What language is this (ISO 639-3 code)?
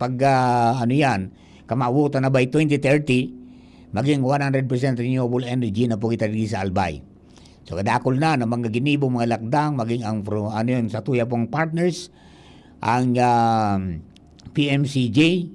bik